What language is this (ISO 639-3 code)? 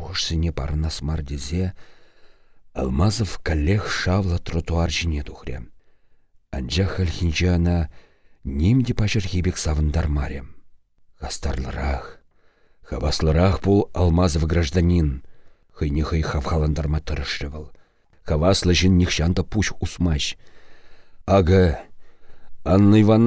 chv